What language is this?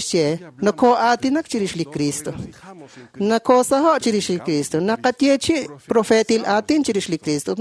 Kekchí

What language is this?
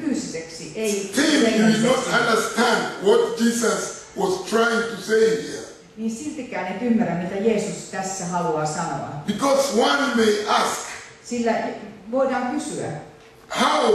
Finnish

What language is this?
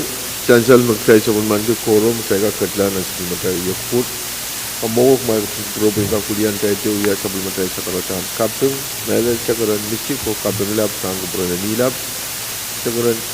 Pohnpeian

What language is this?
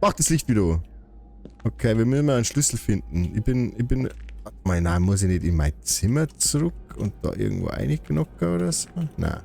Bavarian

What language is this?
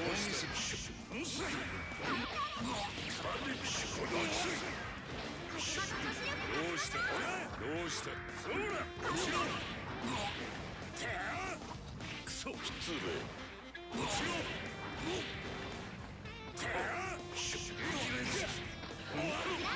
Japanese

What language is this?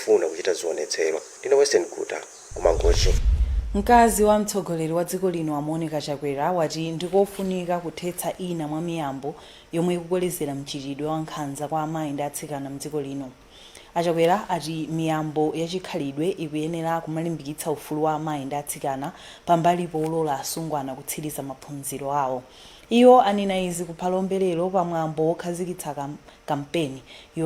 Nyanja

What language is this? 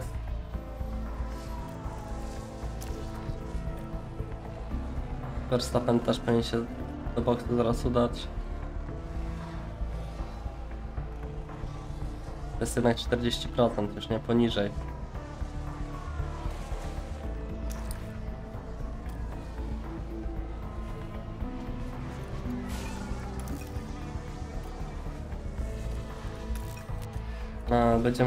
Polish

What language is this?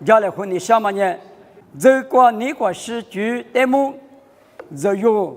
Lisu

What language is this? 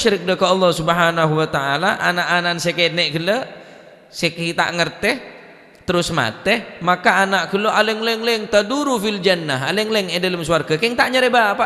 Madurese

